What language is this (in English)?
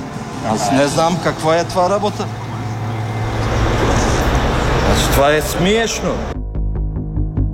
Bulgarian